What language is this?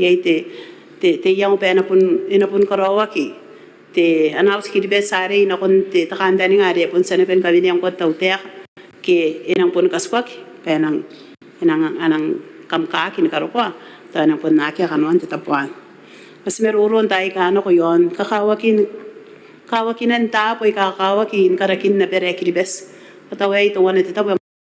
Gilbertese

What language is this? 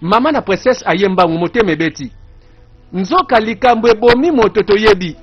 Lingala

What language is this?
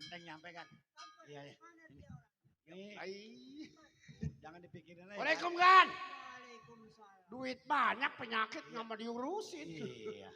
Betawi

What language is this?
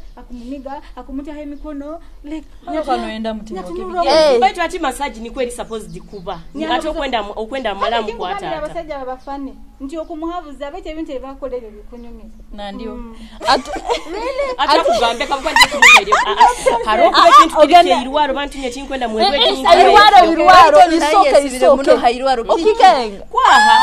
Nyoro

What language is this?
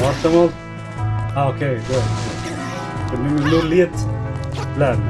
Swiss German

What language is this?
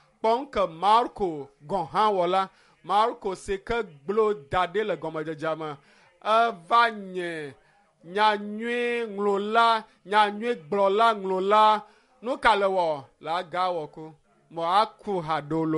Ewe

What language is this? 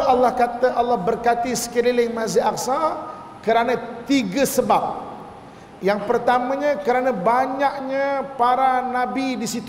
Malay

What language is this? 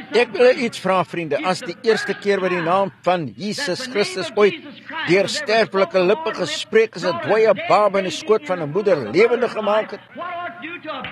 Afrikaans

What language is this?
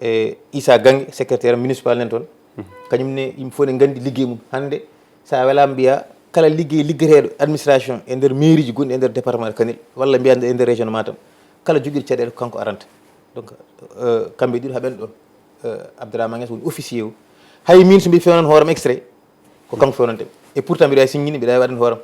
Fula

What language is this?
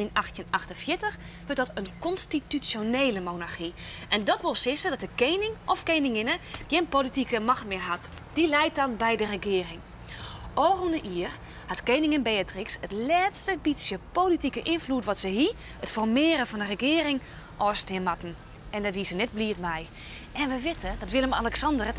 Western Frisian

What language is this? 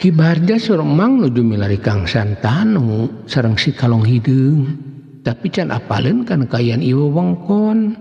Sundanese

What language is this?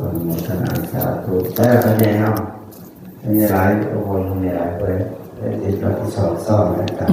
Northeastern Thai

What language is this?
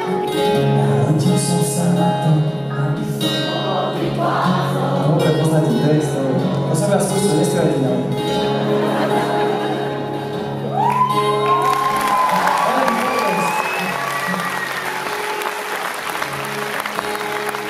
Slovak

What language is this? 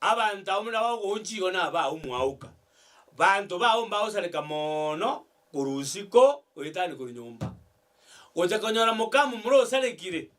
Gusii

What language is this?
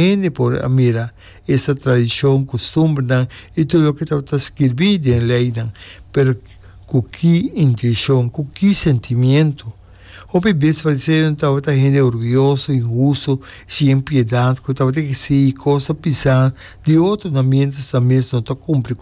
Papiamento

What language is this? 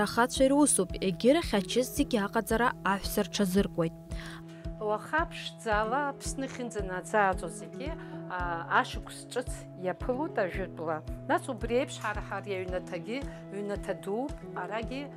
Abkhazian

